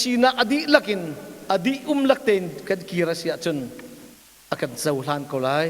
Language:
Hakha Chin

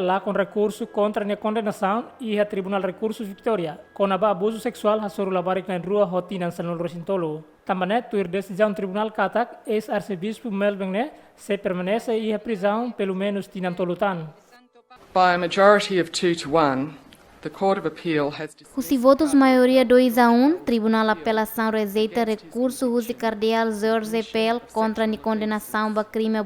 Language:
Tetum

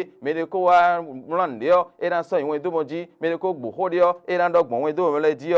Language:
Fon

